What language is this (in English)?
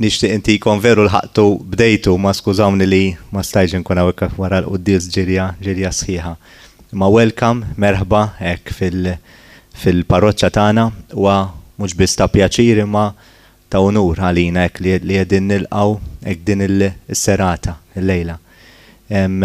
Maltese